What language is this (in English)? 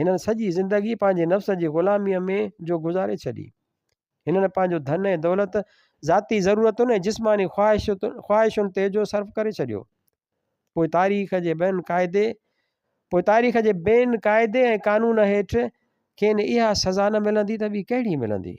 Sindhi